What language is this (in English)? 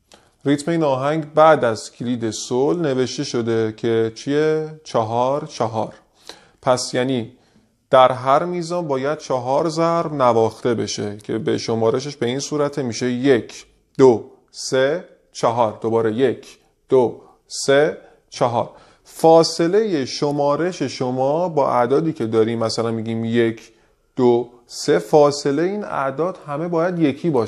Persian